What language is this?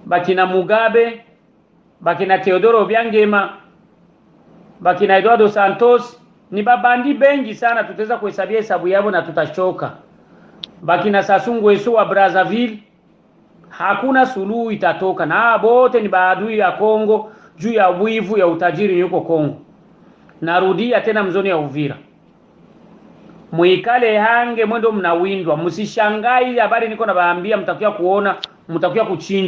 Swahili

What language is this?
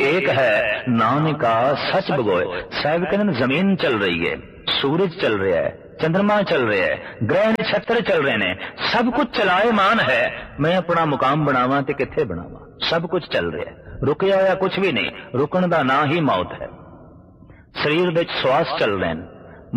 Punjabi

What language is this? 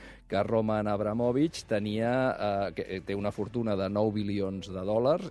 Catalan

